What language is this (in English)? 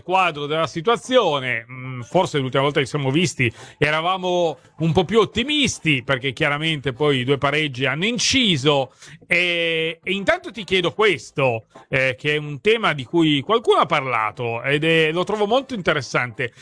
Italian